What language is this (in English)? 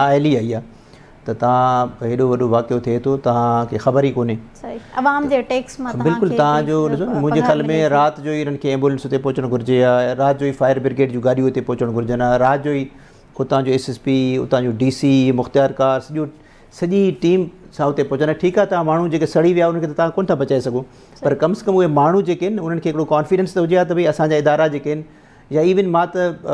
Sindhi